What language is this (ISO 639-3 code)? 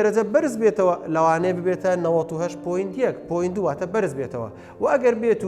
ckb